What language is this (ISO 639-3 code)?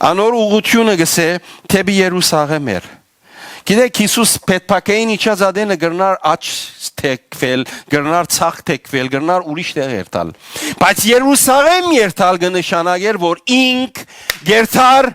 hyw